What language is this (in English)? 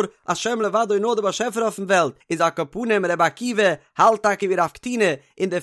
Yiddish